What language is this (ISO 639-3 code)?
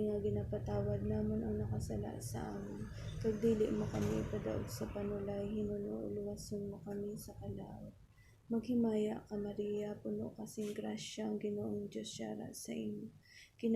hil